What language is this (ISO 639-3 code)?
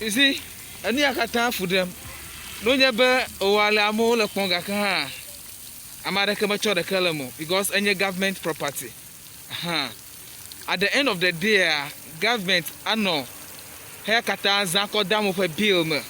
ewe